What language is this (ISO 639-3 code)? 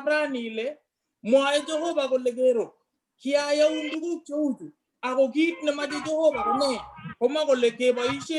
kln